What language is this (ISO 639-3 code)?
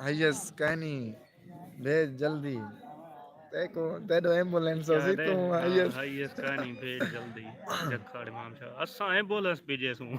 skr